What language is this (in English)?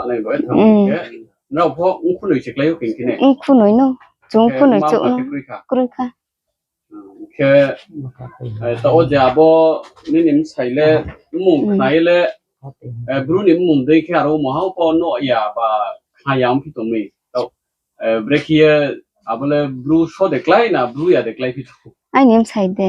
Riang (India)